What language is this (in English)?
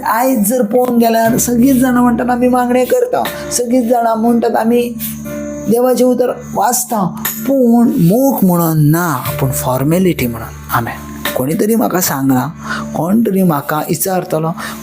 Konkani